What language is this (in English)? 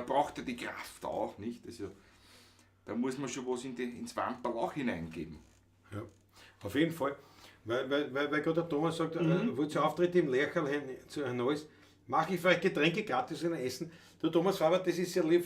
Bavarian